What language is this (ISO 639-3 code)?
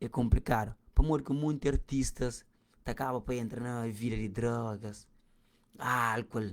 kea